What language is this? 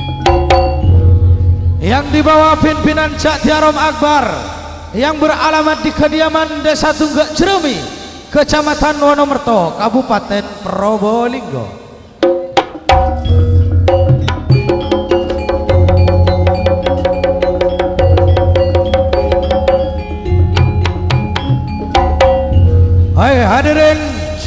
Indonesian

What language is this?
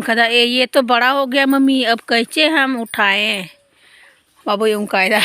Santali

